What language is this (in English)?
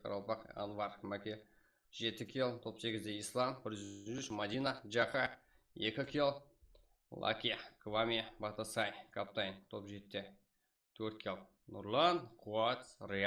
Kara-Kalpak